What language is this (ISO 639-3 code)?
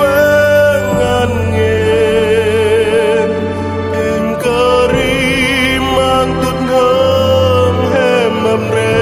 cmo